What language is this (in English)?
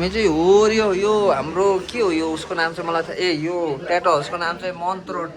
Nepali